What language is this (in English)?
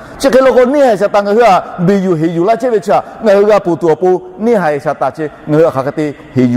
Lahu